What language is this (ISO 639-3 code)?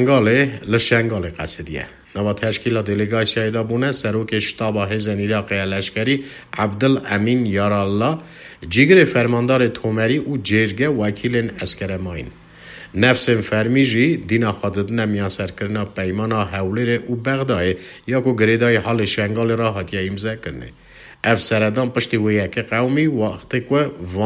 kur